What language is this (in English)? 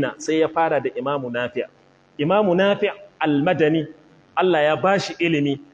Hausa